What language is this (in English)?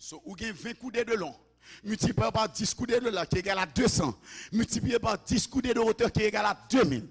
Haitian Creole